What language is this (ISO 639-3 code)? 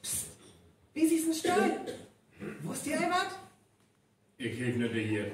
frr